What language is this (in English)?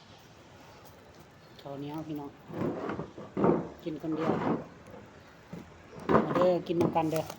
Lao